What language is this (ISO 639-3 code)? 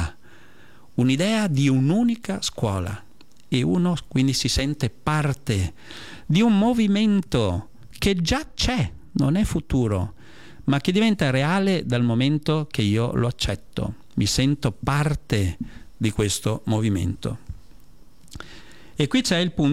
ita